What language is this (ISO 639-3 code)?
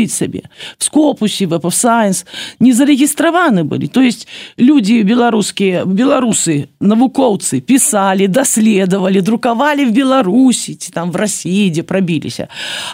bel